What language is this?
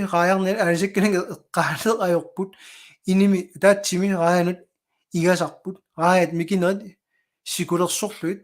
Kalaallisut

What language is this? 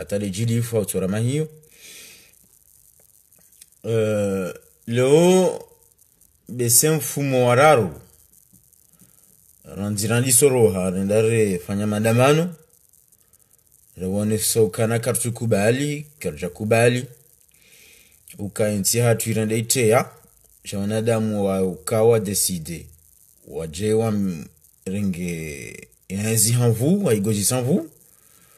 Swahili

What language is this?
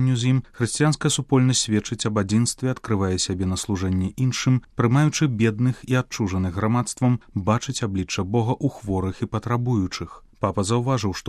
Belarusian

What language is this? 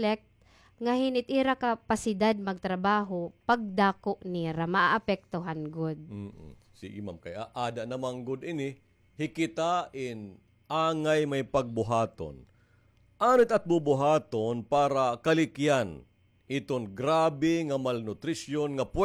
Waray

